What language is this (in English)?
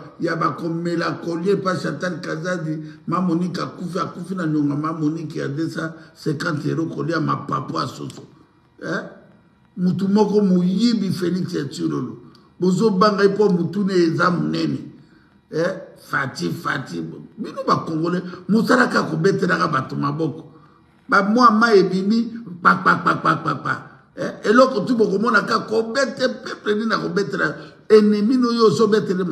Lingala